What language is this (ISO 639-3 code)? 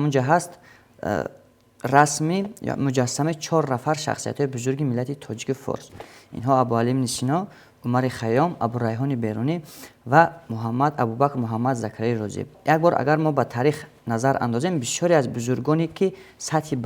tgk